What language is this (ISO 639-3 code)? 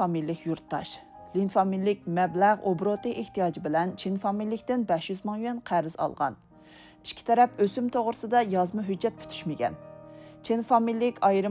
uig